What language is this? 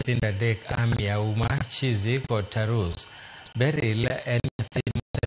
Luo (Kenya and Tanzania)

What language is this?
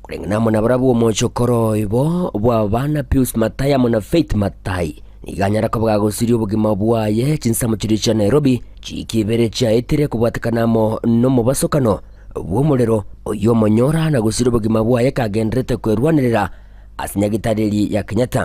Gusii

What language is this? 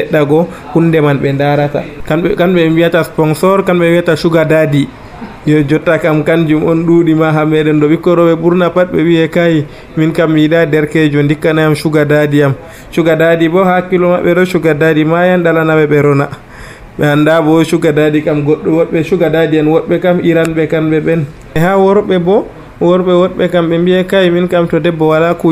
Nigerian Fulfulde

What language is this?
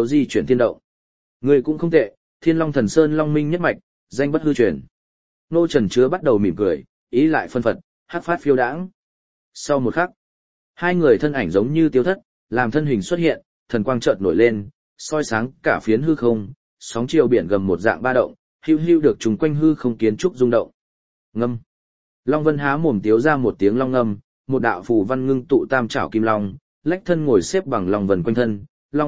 Vietnamese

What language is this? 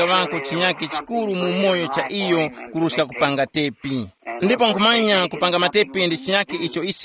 Tumbuka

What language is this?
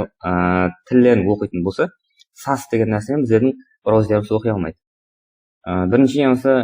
Kara-Kalpak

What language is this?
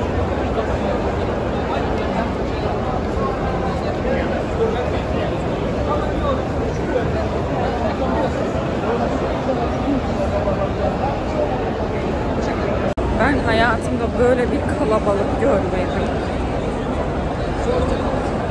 Turkish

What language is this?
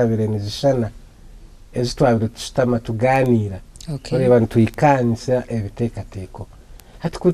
Nyankole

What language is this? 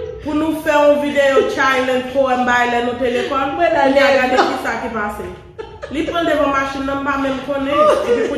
Haitian Creole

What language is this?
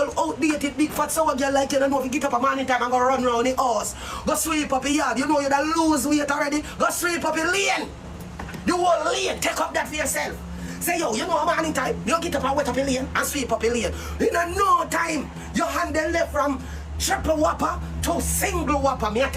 Jamaican Creole English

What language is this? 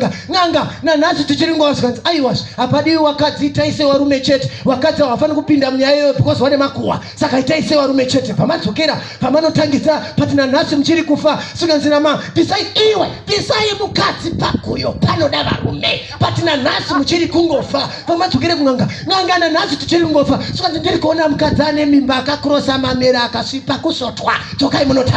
Shona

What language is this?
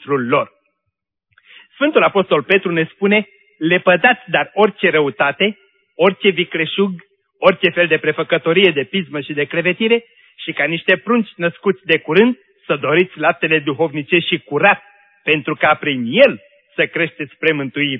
Romanian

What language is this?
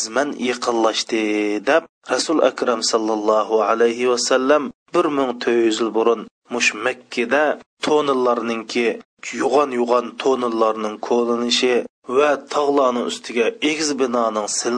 Uyghur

